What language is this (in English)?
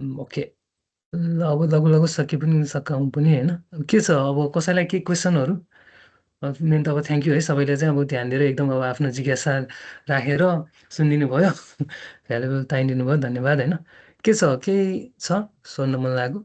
Nepali